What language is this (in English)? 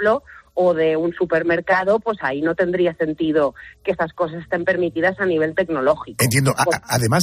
Spanish